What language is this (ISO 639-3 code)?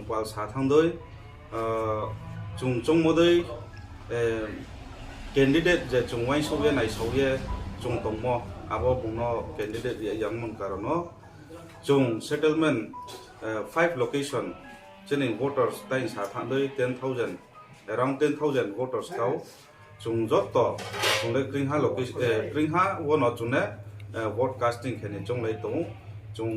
ria